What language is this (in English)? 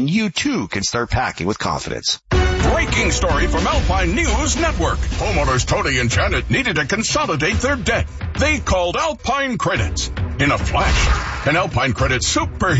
English